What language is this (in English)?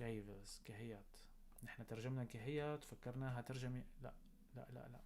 North Levantine Arabic